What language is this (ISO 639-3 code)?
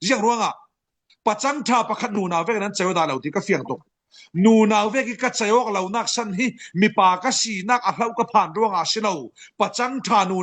cfm